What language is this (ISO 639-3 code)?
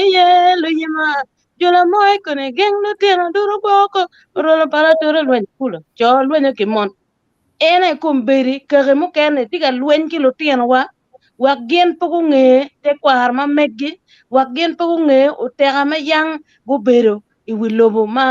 ach